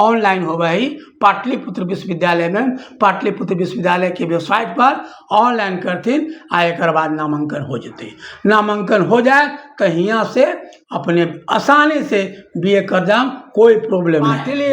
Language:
Magahi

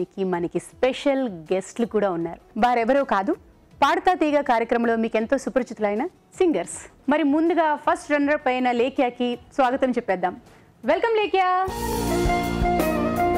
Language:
Telugu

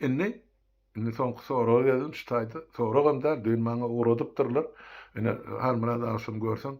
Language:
Turkmen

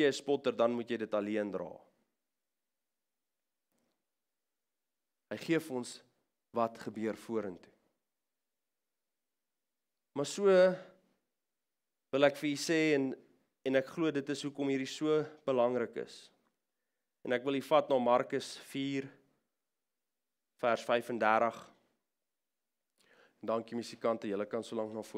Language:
Afrikaans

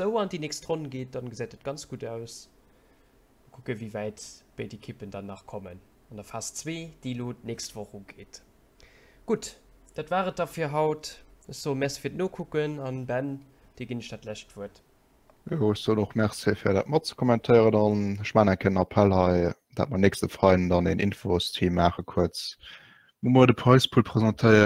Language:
Luxembourgish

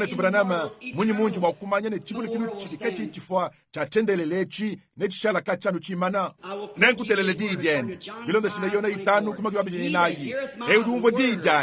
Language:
Luba-Lulua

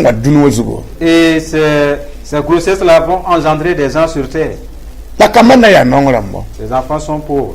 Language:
Mossi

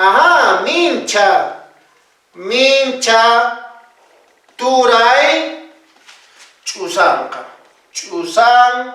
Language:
Quechua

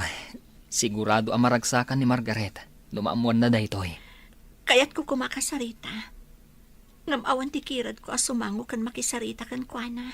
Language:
Iloko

